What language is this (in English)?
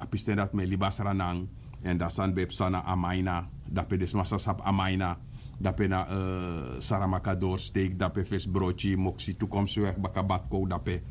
Sranan Tongo